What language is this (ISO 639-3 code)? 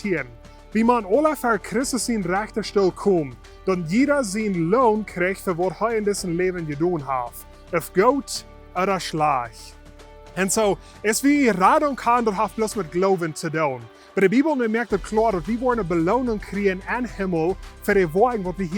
pdt